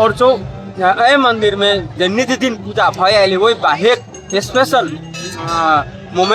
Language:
Maithili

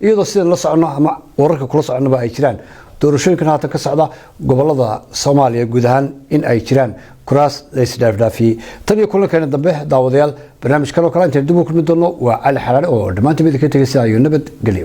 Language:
Somali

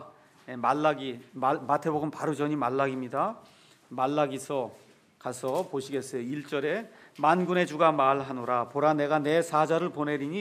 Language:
Korean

